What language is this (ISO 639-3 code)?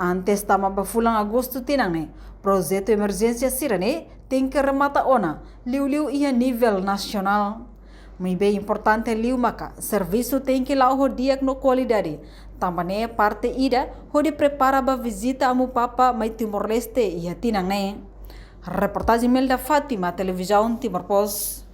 tet